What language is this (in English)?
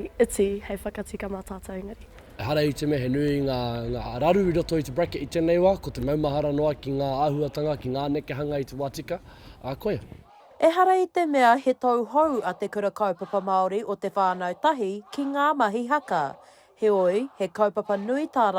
Māori